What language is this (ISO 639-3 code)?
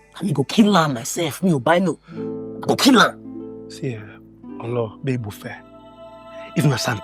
pcm